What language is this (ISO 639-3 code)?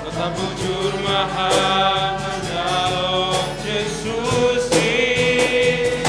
bts